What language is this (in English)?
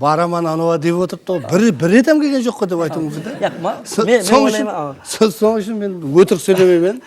Kara-Kalpak